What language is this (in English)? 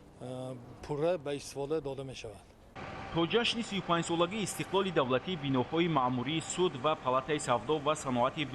Tajik